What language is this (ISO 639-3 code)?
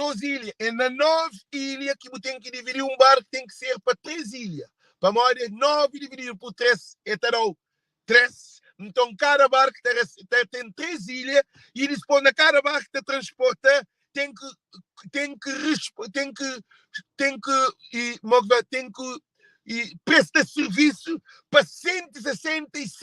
kea